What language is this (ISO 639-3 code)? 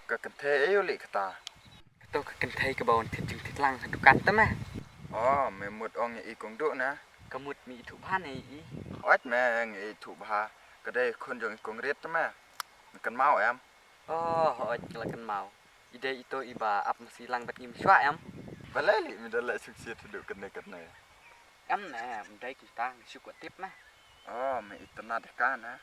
kha